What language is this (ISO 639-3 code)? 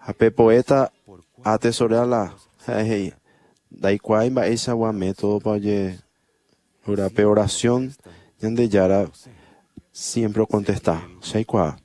grn